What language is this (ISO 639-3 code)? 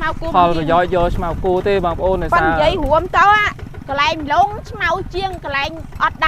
khm